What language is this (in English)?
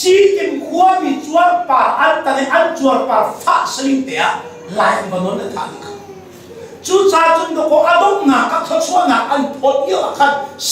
Hakha Chin